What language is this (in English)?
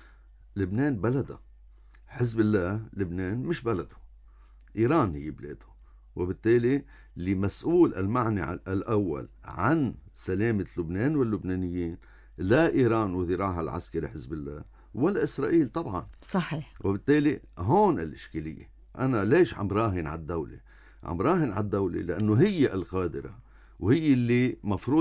North Levantine Arabic